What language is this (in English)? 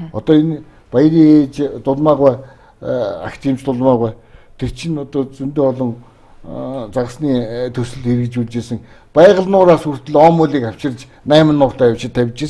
Mongolian